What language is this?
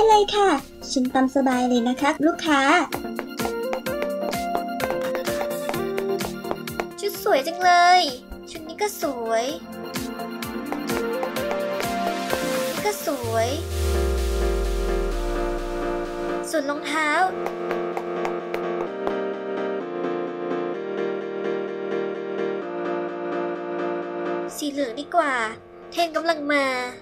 Thai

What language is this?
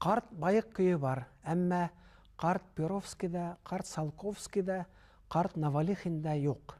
Bashkir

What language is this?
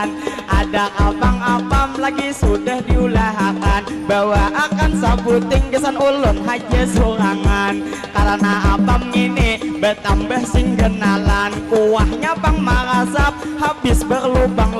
Banjar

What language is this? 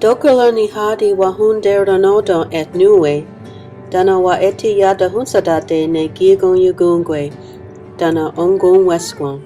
Mohawk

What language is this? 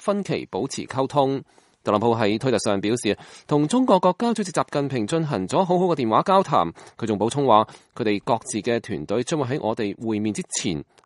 Cantonese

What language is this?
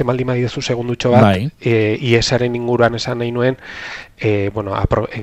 Basque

